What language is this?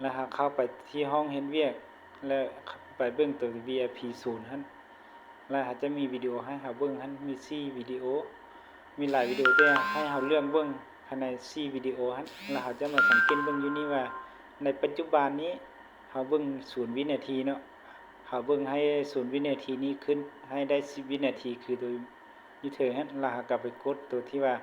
Lao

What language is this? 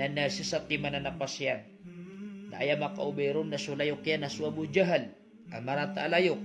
Maranao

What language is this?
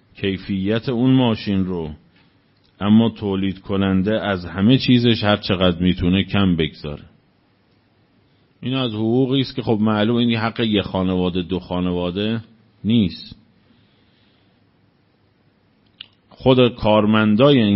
Persian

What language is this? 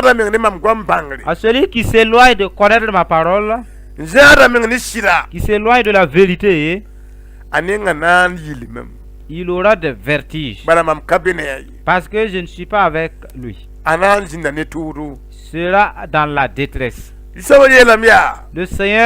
Mossi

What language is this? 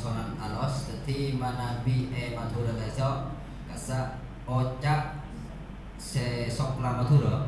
Madurese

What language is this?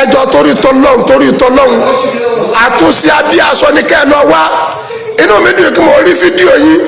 Yoruba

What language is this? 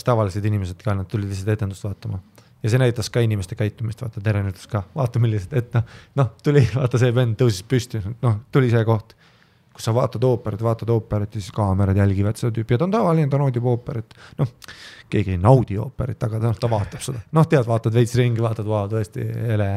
Estonian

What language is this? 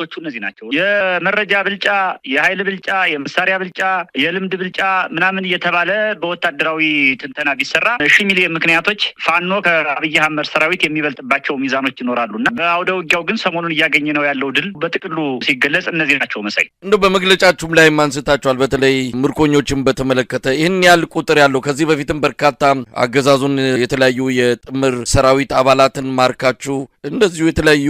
Amharic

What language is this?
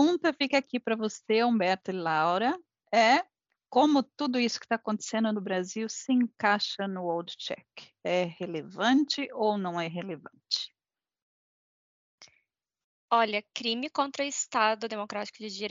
Portuguese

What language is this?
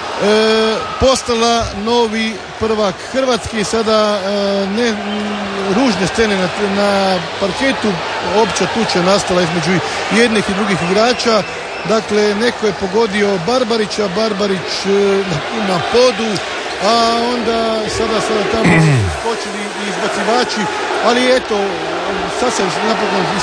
Croatian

